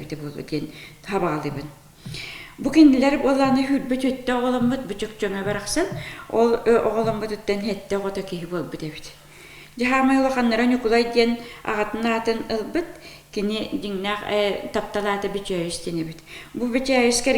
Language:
Yakut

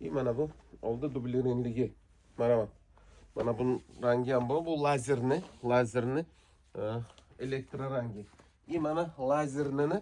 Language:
Uzbek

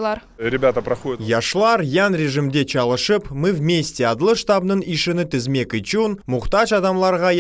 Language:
Crimean Tatar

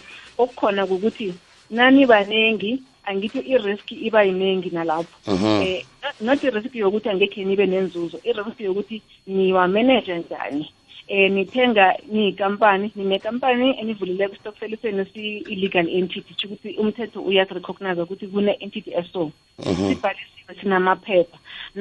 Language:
South Ndebele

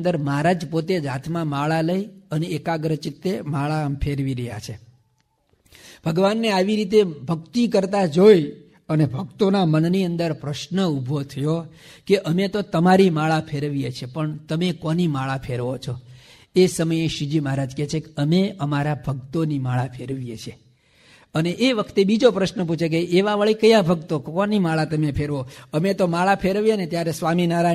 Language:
Gujarati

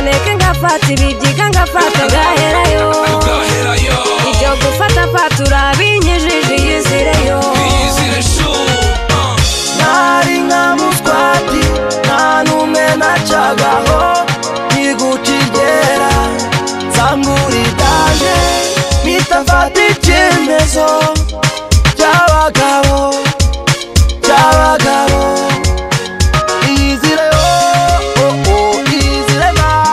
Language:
Kinyarwanda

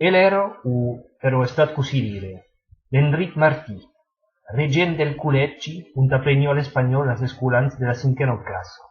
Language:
Occitan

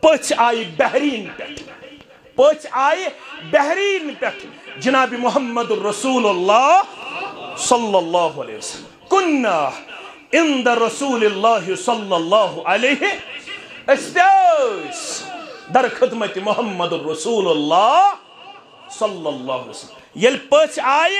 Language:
Kashmiri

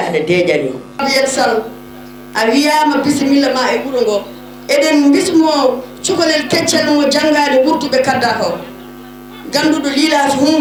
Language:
Fula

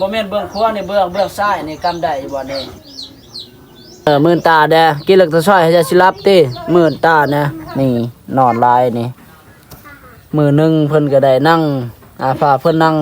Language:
Lao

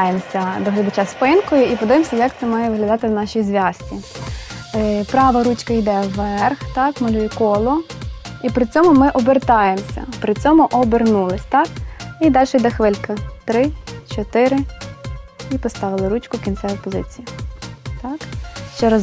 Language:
Ukrainian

